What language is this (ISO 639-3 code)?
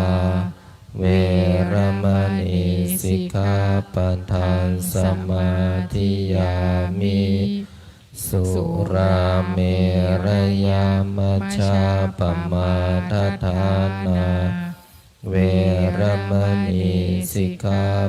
pli